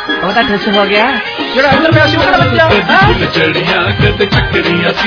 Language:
Punjabi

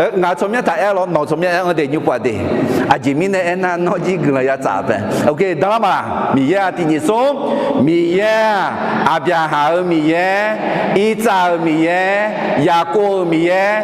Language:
Akha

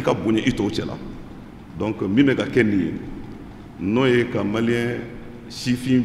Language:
Bambara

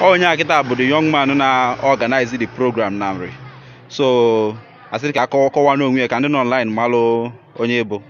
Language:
Igbo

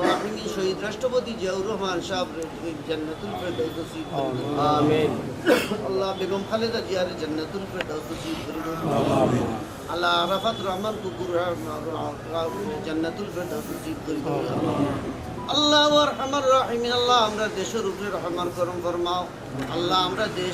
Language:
Sylheti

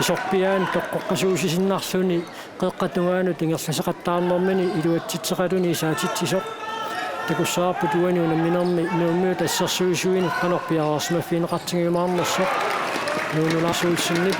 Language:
Kalaallisut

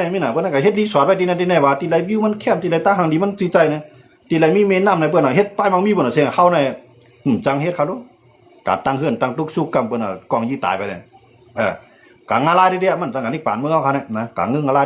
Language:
Shan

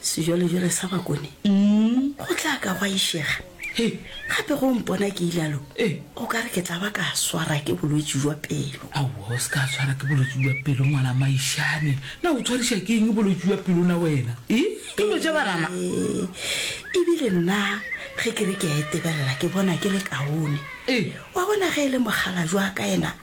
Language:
Northern Sotho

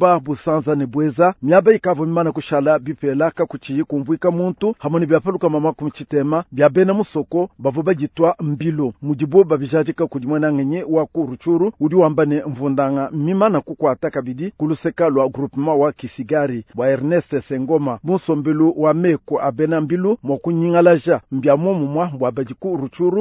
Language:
Luba-Lulua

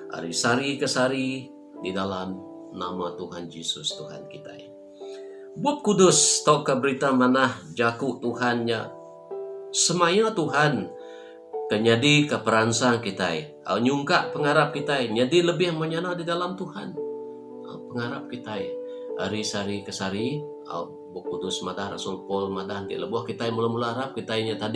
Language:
Iban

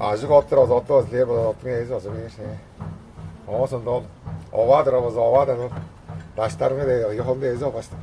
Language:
Tuvinian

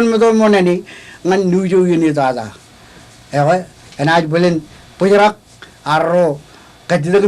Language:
Marshallese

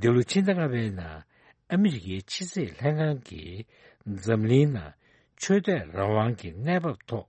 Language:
Tibetan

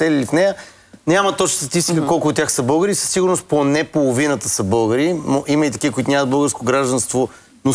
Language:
Bulgarian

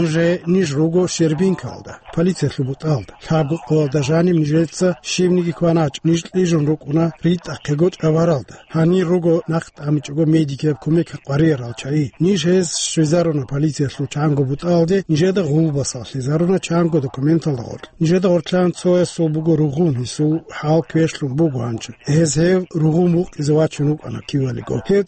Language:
Avaric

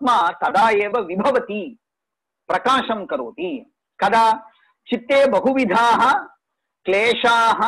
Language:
Sanskrit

